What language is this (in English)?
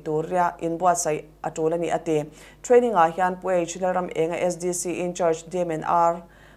Mizo